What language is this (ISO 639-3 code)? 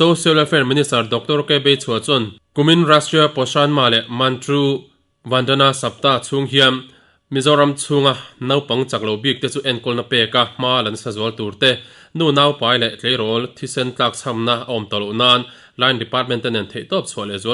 lus